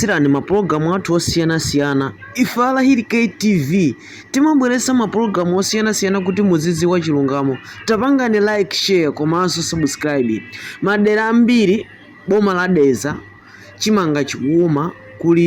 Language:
Nyanja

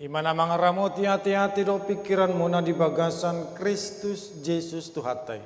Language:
Batak Toba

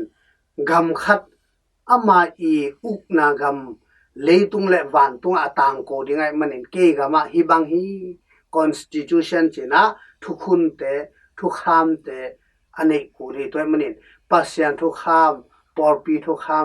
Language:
Tedim Chin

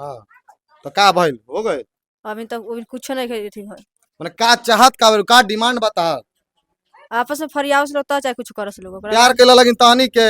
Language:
Bhojpuri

